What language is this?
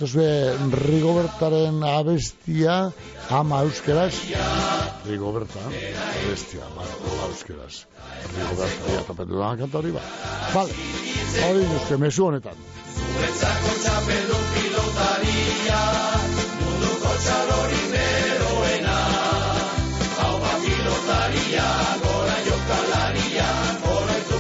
Basque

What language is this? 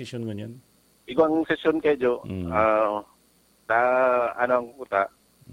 Bikol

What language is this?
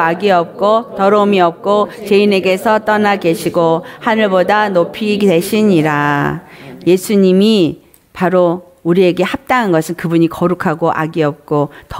Korean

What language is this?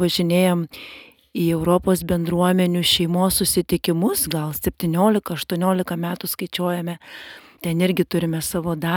Lithuanian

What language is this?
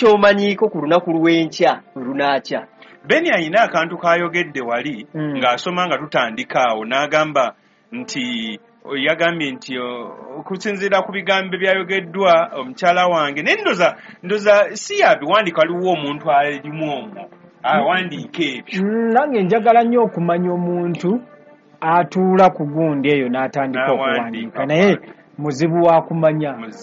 Ganda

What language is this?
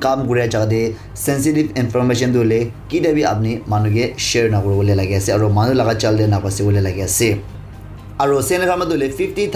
Naga Pidgin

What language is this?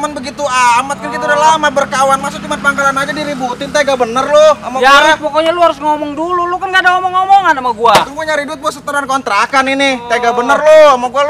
Betawi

